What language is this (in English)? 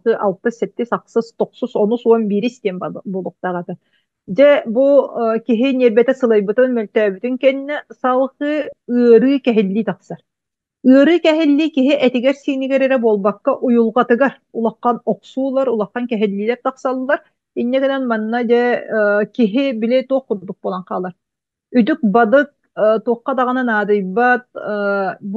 Yakut